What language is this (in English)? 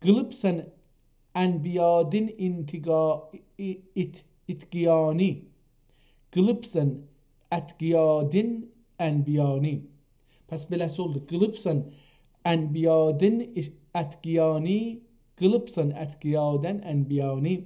South Azerbaijani